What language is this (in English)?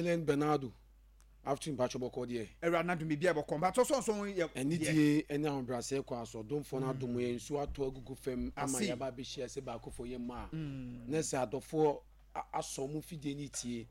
Akan